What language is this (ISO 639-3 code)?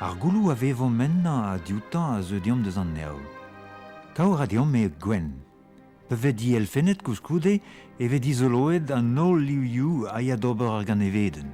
bre